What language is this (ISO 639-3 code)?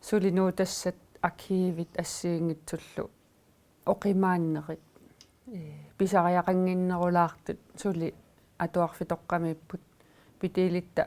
kal